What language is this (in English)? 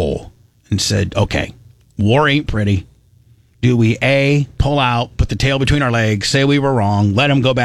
English